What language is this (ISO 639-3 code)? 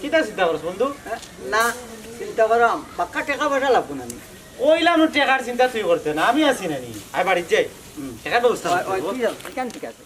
syl